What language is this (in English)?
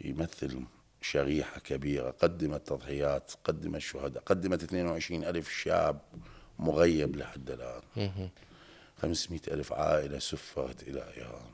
Mesopotamian Arabic